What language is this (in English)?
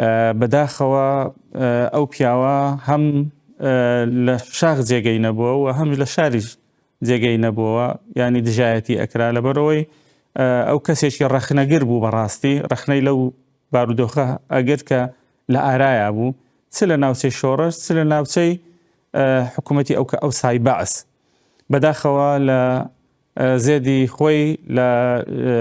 Central Kurdish